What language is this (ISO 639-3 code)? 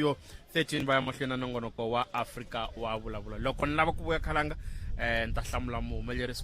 tso